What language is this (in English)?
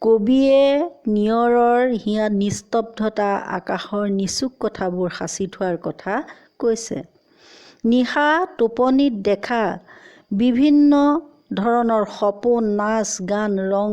Assamese